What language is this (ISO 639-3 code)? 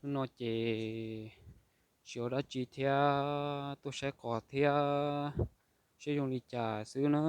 hmn